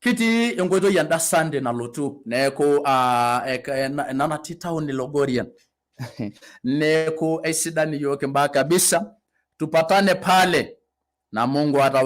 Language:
Masai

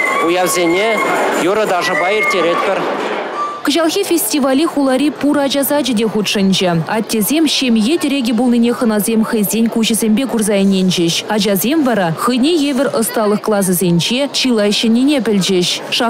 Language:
Chuvash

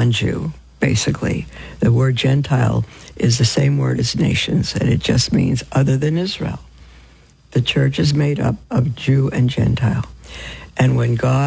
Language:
English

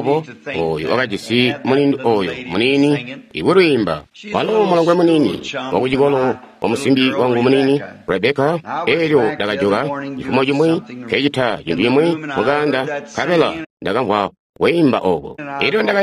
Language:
Tonga (Zambia)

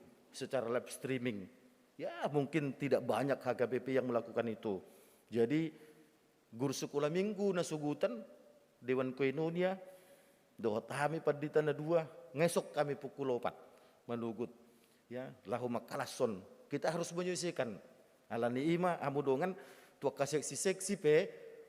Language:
Batak Toba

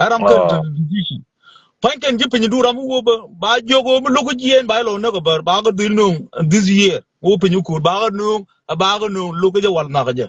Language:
Nuer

